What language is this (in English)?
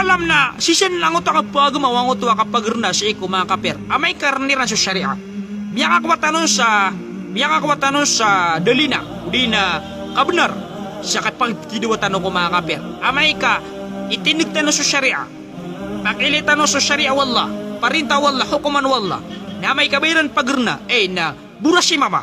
Maranao